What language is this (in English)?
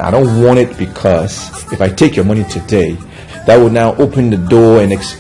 Nigerian Pidgin